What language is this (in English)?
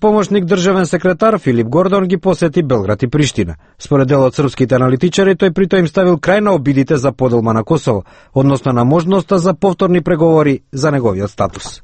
Macedonian